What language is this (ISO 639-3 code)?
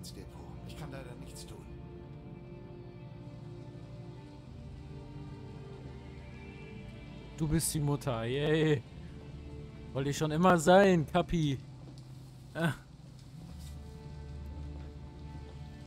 deu